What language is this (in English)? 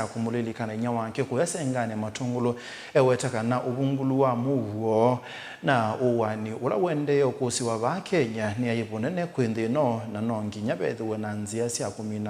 Kamba